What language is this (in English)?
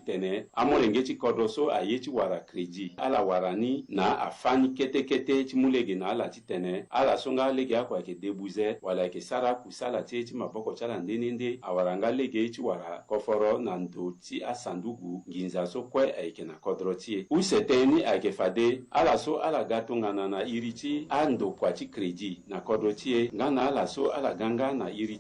Sango